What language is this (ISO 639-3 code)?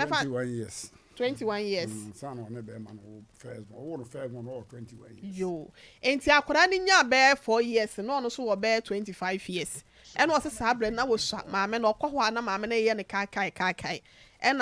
aka